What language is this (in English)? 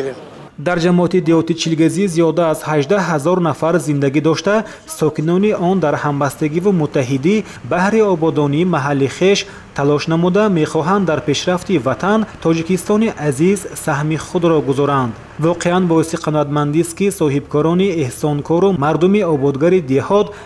Tajik